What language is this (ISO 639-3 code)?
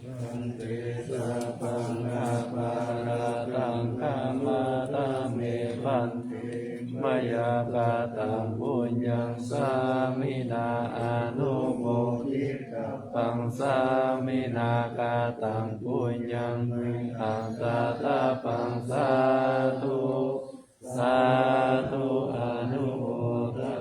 pli